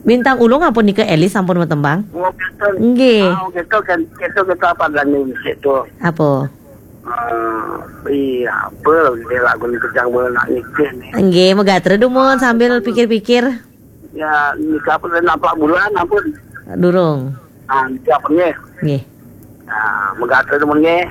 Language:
Balinese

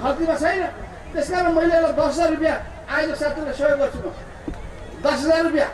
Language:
Nepali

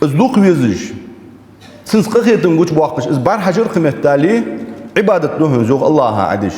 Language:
Ingush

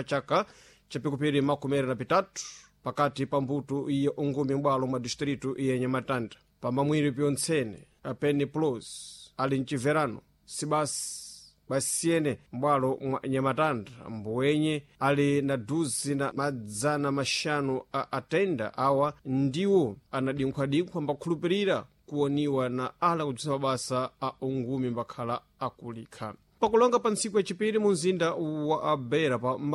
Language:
Sena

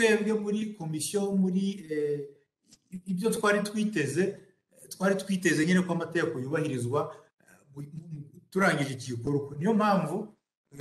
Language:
Kinyarwanda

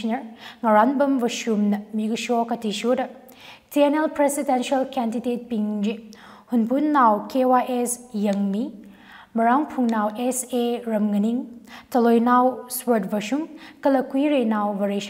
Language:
Tangkhul Naga (India)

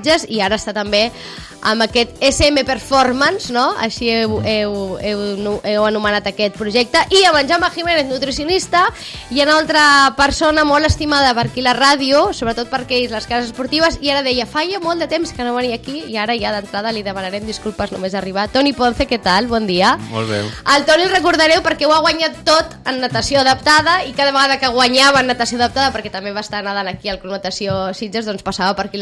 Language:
Catalan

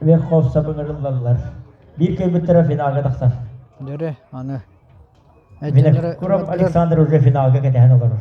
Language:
Yakut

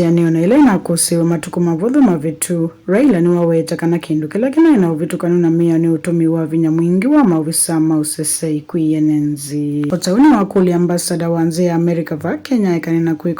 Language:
Kamba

